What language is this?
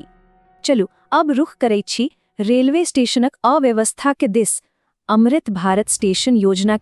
Maithili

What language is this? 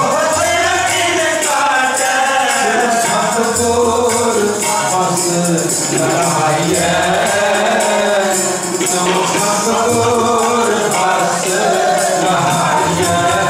Hindi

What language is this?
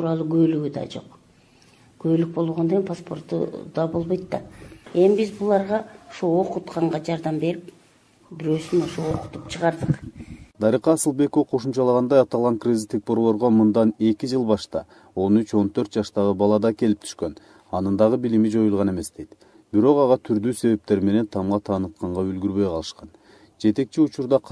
Kyrgyz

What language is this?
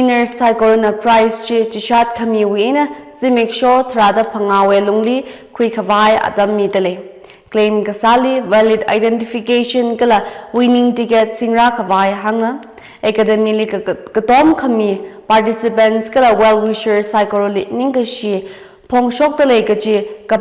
Tangkhul Naga (India)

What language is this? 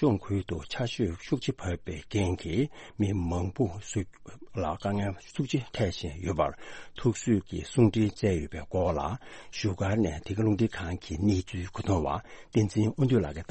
Tibetan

